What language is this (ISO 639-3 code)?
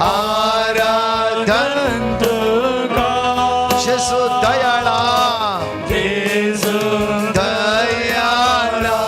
kok